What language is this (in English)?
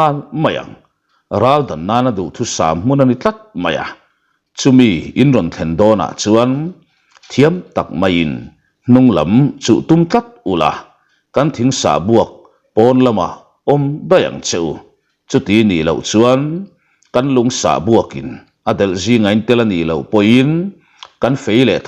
Mizo